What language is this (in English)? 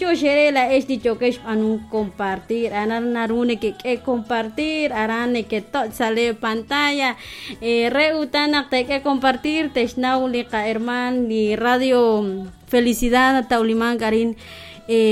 Kekchí